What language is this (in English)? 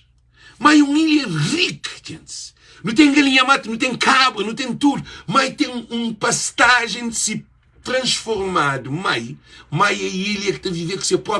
Kabuverdianu